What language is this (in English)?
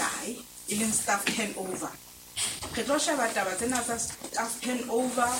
Southern Sotho